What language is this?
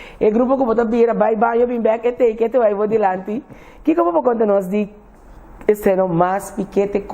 Papiamento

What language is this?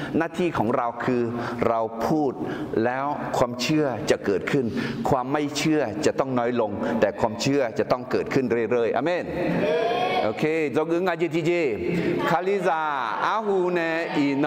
Akha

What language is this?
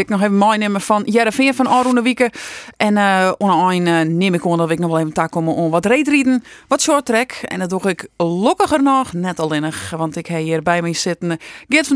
Western Frisian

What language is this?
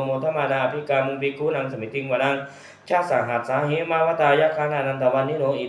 Pali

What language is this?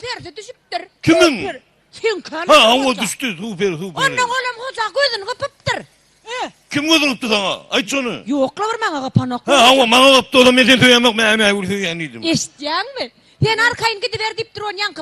Turkmen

